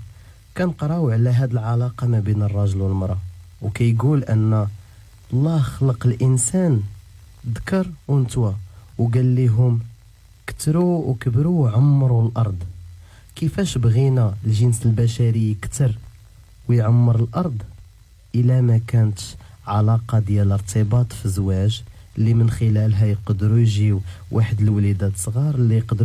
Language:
Moroccan Arabic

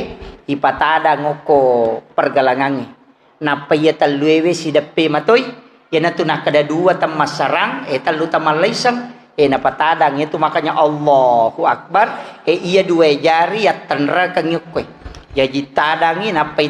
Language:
Buginese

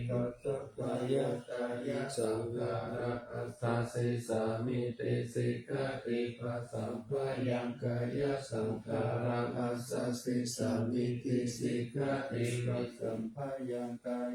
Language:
Pali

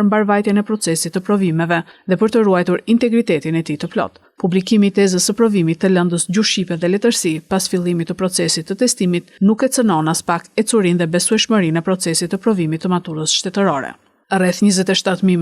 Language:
Albanian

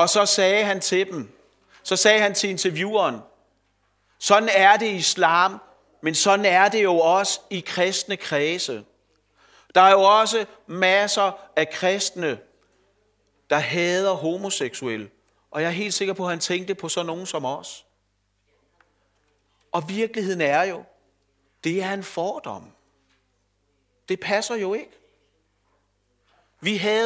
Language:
Danish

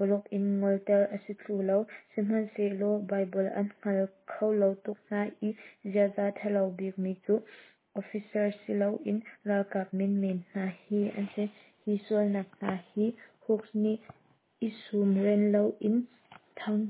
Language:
Hakha Chin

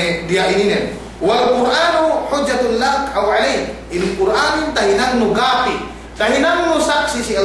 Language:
Yakan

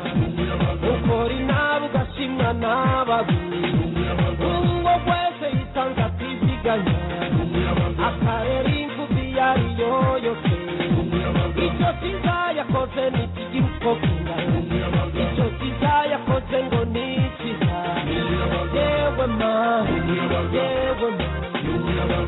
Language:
Kinyarwanda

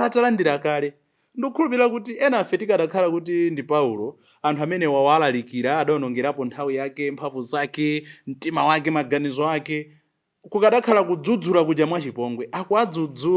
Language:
Nyanja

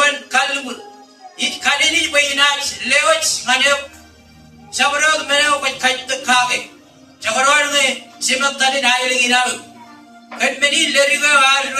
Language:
Marshallese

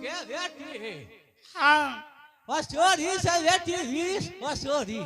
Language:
Angika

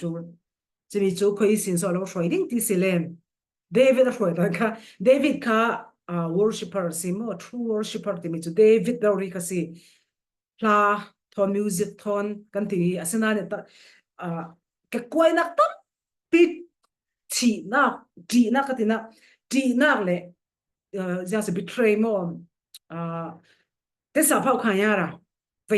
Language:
Falam Chin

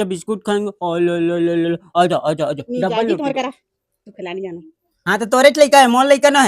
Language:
Chhattisgarhi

